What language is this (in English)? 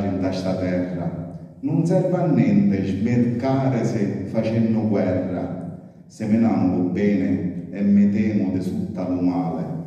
Sicilian